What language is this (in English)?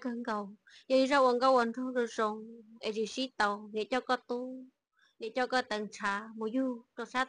Hmong